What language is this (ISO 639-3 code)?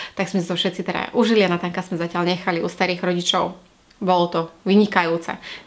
slk